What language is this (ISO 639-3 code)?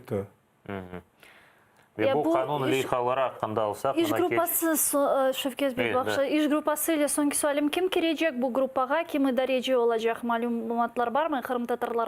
crh